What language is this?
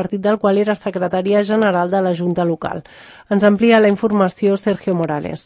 Catalan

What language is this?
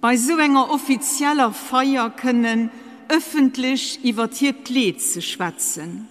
Luxembourgish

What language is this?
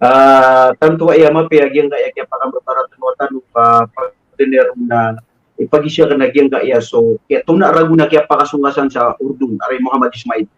Maranao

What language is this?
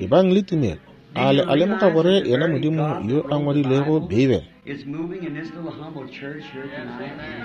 Northern Sotho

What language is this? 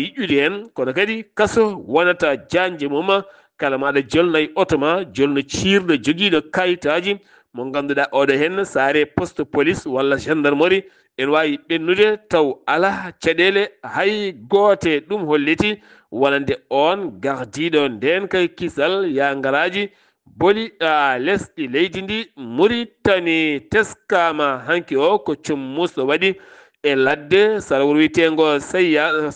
Fula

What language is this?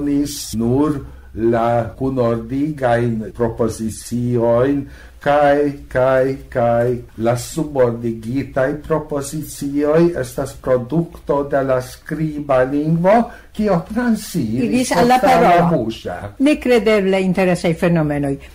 Esperanto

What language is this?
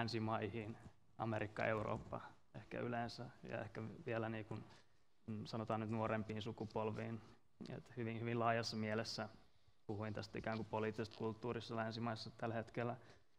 Finnish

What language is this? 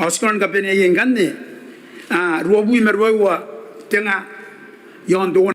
Gilbertese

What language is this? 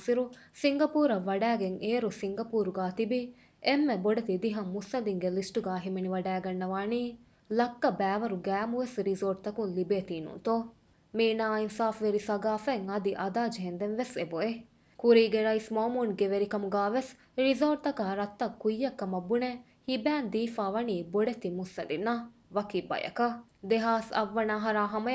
Divehi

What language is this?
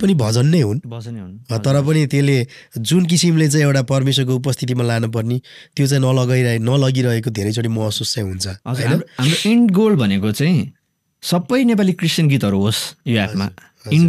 Nepali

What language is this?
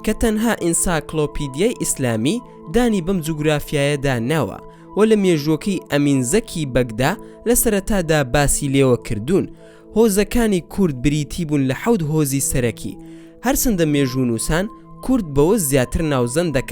Central Kurdish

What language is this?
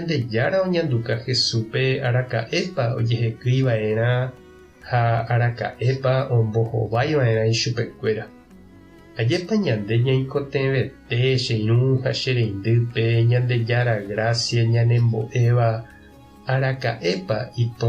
Guarani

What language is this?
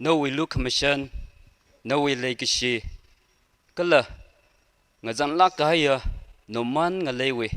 Tangkhul Naga (India)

